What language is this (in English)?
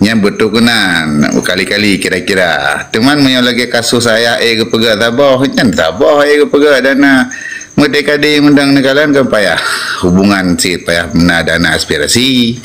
Achinese